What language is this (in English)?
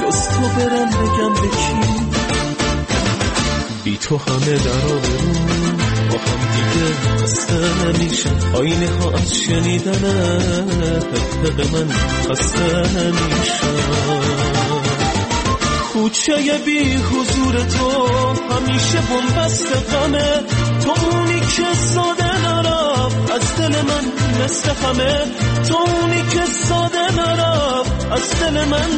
Persian